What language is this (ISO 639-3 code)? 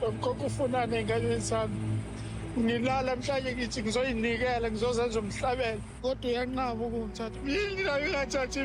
zul